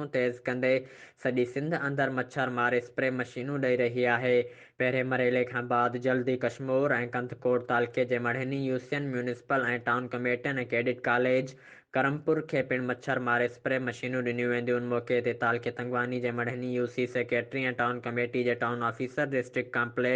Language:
Sindhi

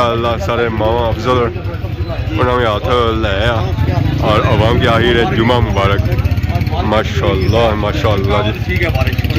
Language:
Pahari-Potwari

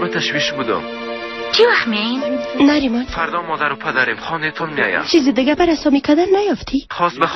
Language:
Persian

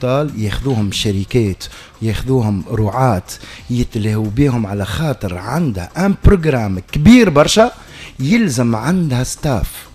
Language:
Tunisian Arabic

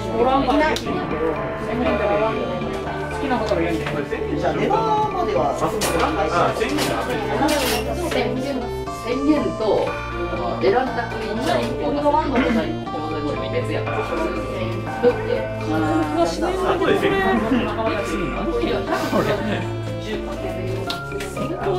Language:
Japanese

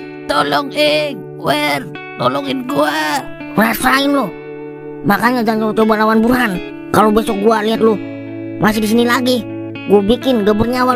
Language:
Betawi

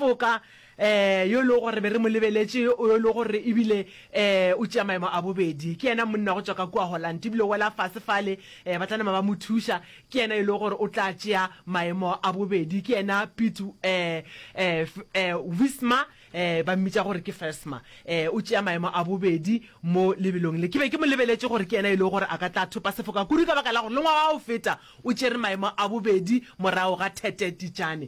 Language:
Northern Sotho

